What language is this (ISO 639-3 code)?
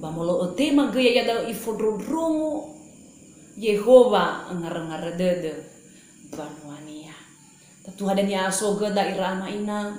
nia